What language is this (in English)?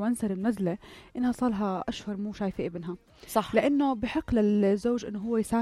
North Levantine Arabic